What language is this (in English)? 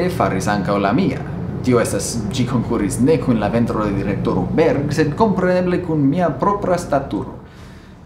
Esperanto